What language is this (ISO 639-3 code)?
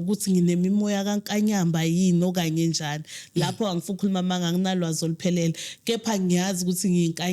zul